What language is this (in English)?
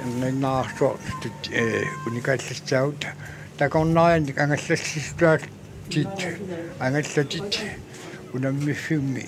Kalaallisut